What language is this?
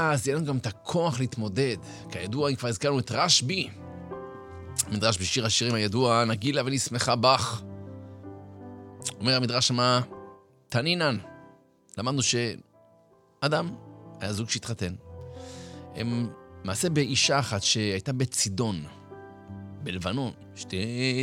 Hebrew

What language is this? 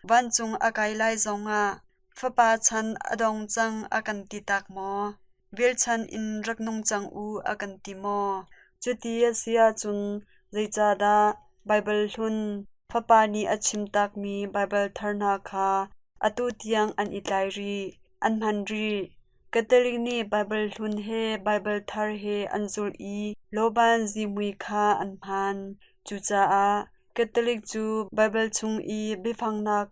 Hakha Chin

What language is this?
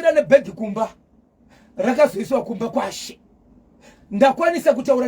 Shona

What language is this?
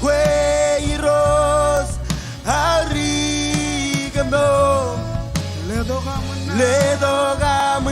Marshallese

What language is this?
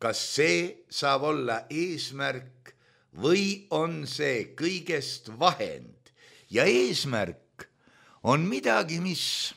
Estonian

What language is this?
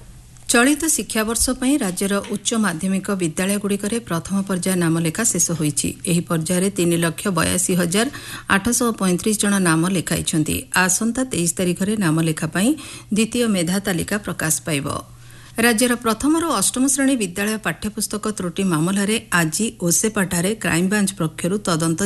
Odia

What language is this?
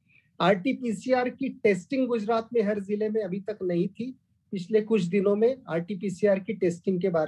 Hindi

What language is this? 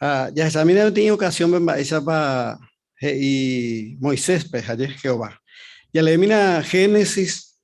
Guarani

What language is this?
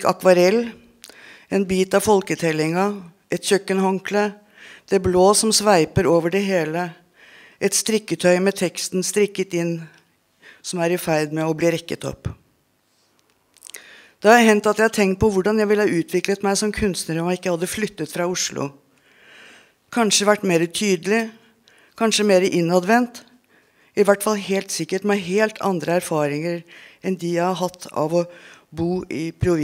Norwegian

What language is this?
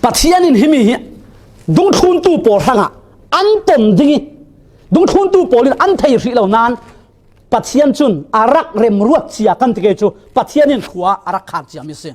Falam Chin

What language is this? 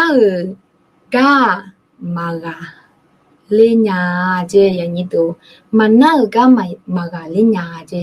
Akha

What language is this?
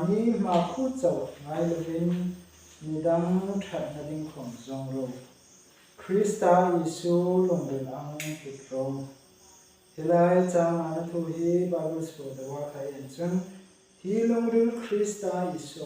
Hmar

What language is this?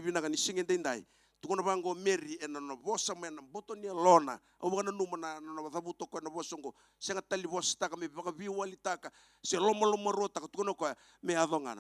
Fijian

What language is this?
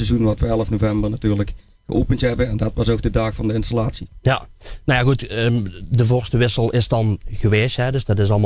Limburgish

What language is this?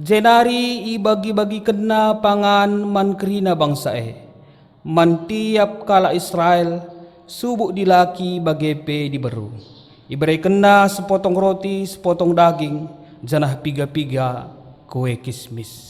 Batak Karo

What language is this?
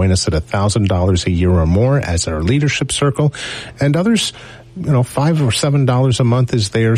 English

